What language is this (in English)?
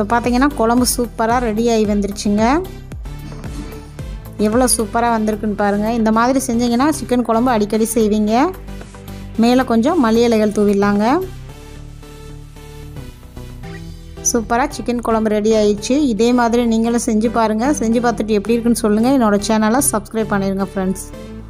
Tamil